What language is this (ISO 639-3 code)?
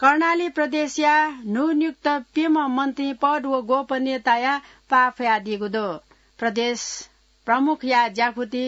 new